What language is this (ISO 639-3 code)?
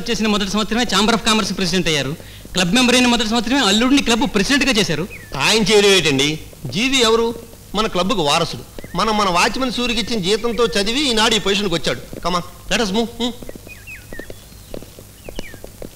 tel